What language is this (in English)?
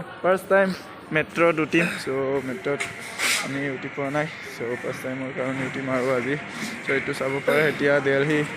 Assamese